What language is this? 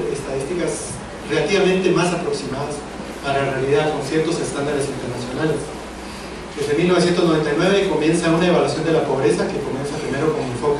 Spanish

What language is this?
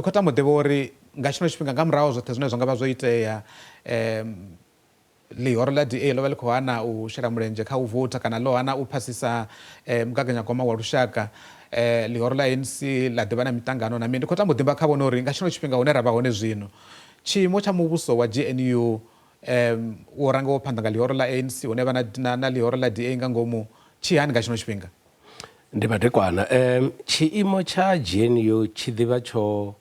Venda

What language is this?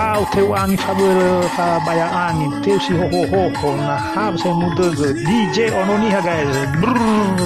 Nias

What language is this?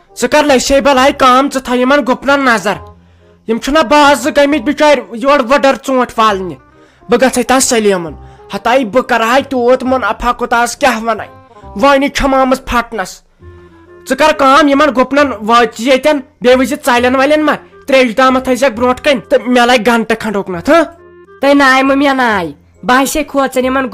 Kashmiri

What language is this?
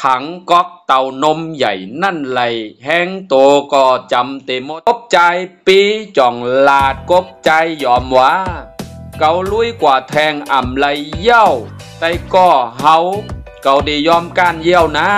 Shan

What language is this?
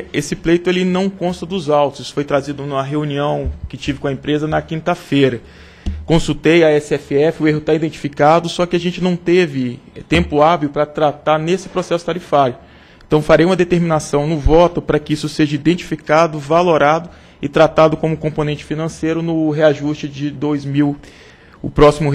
Portuguese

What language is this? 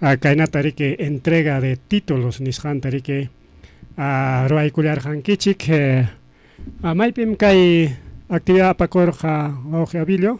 Ayacucho Quechua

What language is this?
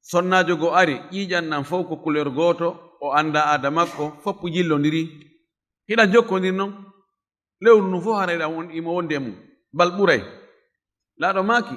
Fula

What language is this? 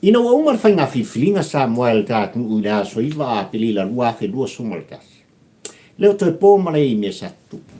Samoan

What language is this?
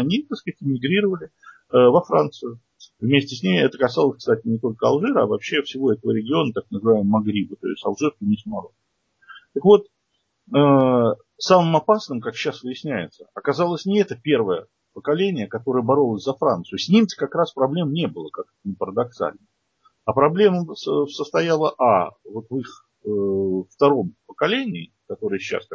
Russian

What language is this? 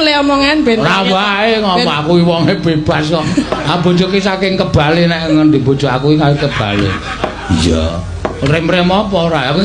Javanese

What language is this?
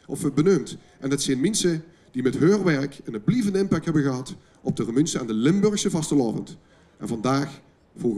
Limburgish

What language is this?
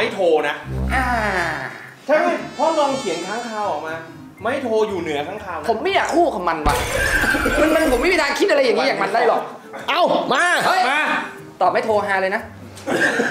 Thai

